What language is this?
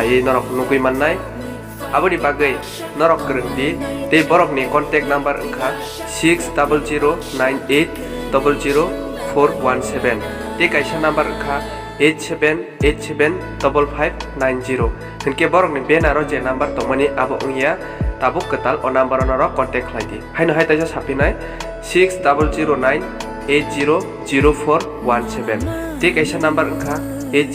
Kok Borok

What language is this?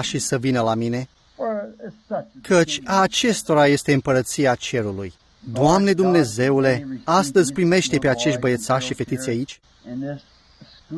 Romanian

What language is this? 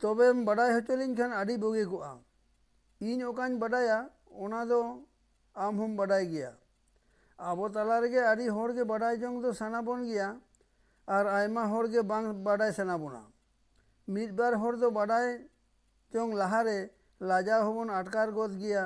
Santali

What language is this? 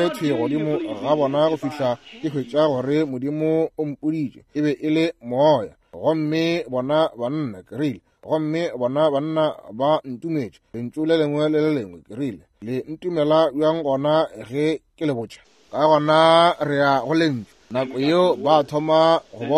Northern Sotho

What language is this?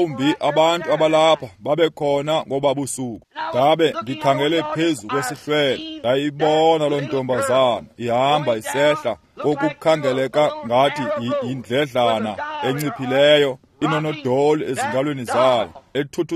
Xhosa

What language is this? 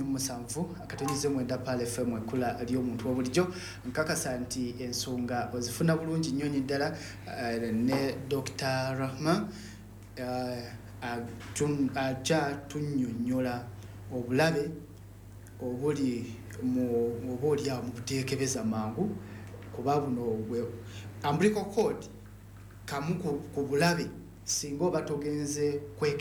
Ganda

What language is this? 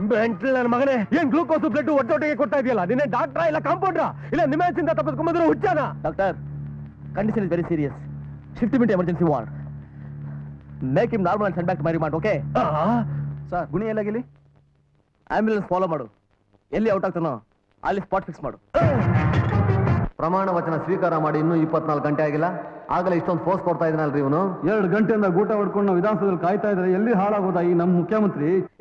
Kannada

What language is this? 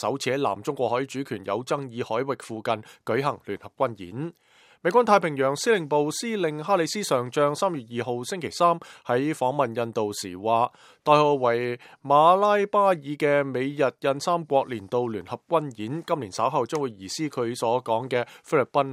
Cantonese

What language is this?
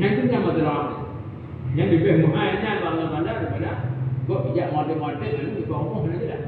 Achinese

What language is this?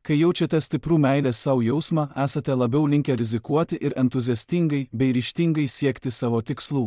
Lithuanian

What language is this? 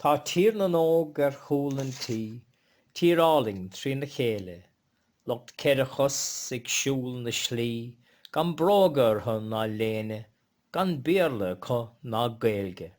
Irish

